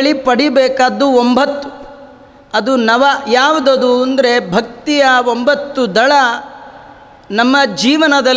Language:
Kannada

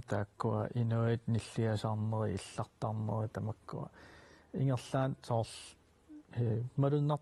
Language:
Kalaallisut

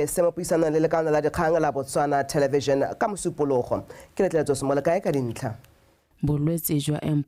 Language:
Tswana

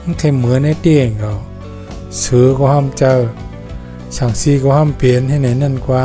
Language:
Shan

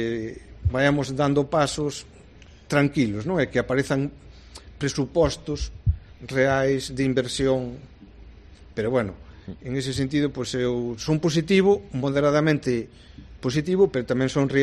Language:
Galician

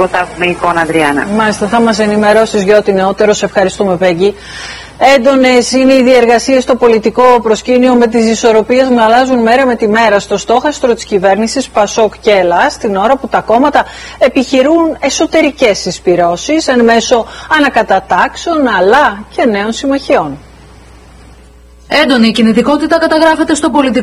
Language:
Greek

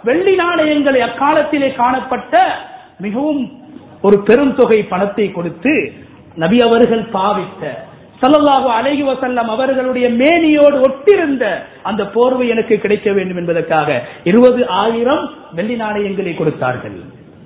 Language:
Tamil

